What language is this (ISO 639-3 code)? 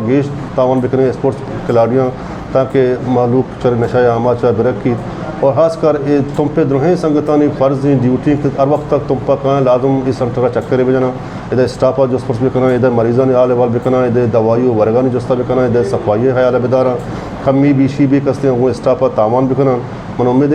bgp